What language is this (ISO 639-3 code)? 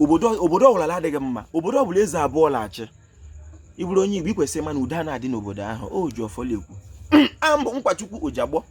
ibo